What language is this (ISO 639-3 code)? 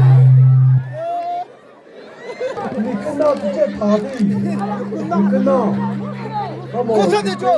nri